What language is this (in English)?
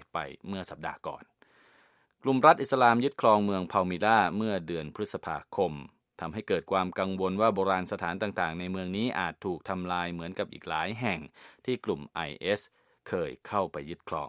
Thai